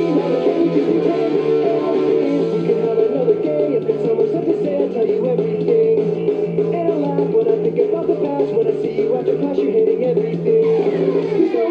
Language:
English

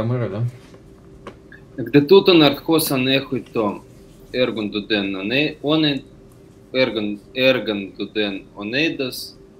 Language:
Russian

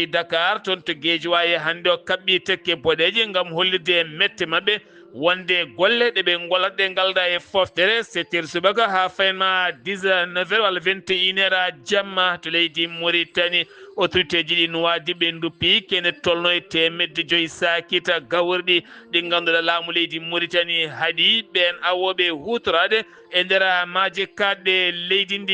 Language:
Fula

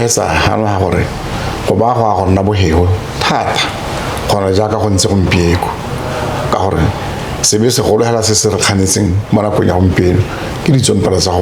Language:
Tswana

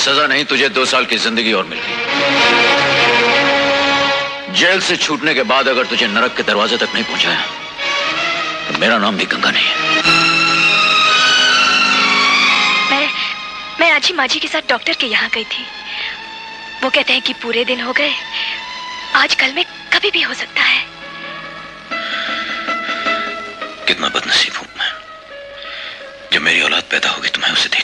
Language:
Hindi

